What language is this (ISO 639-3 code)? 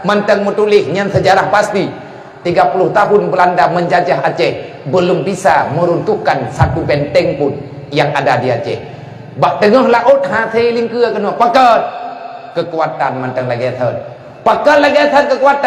ace